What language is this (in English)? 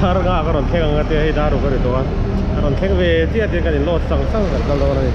Mizo